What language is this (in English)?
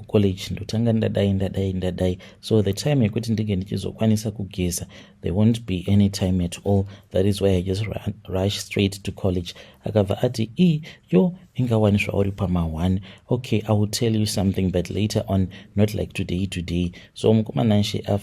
Shona